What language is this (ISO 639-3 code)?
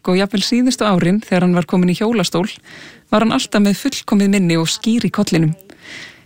isl